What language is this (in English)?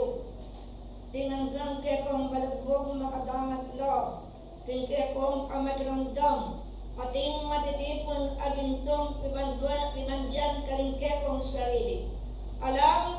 Pampanga